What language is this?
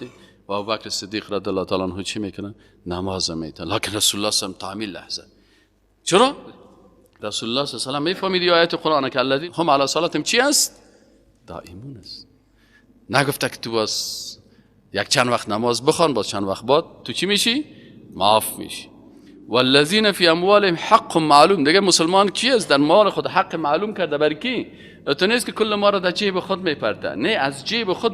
Persian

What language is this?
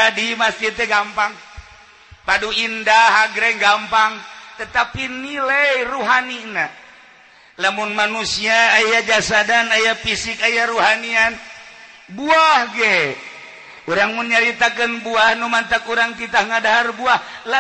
Sundanese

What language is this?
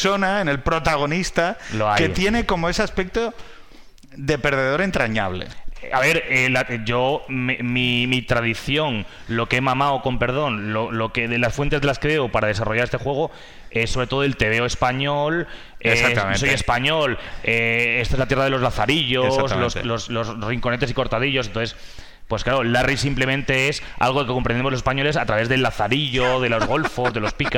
Spanish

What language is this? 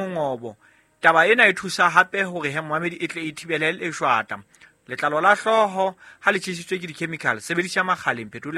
Southern Sotho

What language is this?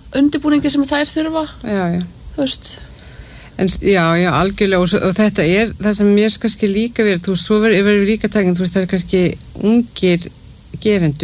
Icelandic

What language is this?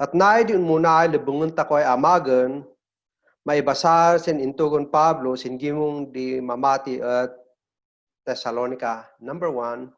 Kankanaey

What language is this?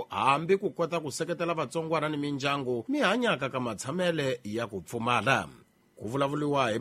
Tsonga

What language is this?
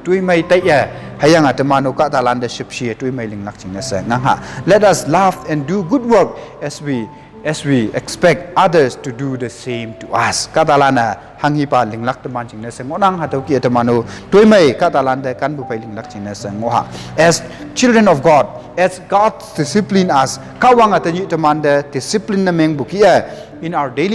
Konyak Naga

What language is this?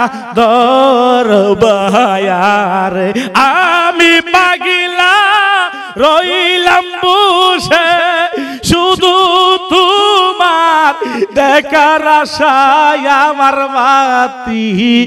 Bangla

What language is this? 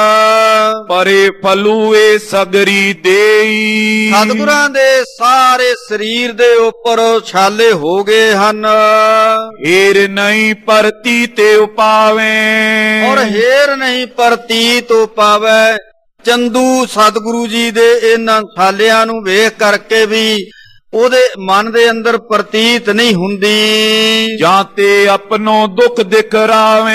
Punjabi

